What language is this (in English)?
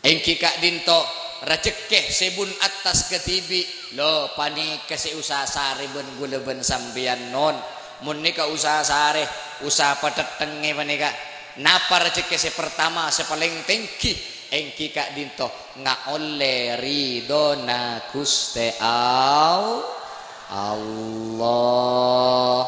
Madurese